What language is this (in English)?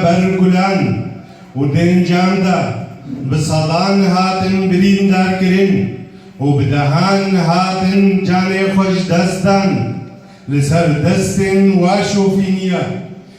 Kurdish